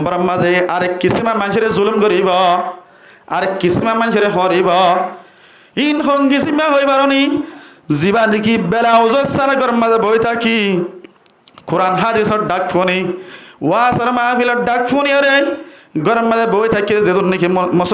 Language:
Rohingya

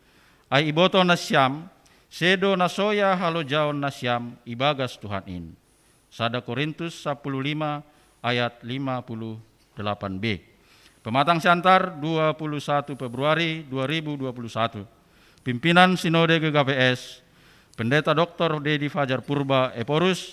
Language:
Batak Simalungun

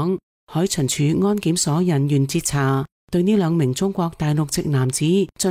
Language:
Cantonese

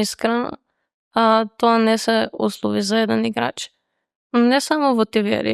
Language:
Macedonian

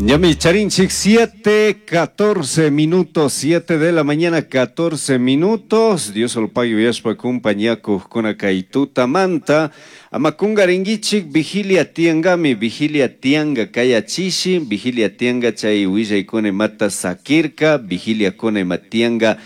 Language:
Chimborazo Highland Quichua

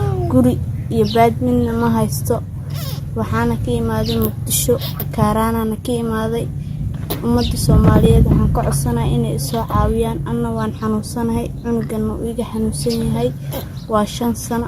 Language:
Somali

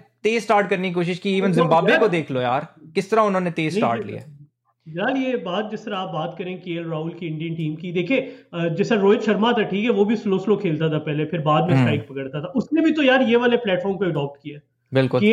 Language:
Hindi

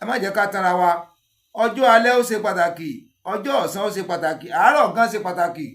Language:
Yoruba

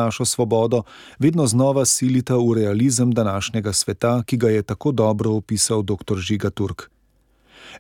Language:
Slovenian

